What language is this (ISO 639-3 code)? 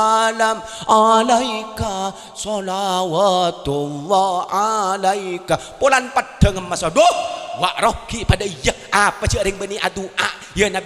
mad